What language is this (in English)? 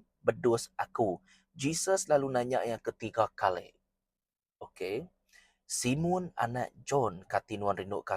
Iban